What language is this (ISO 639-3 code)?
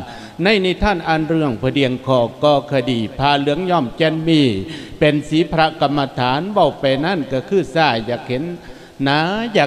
lao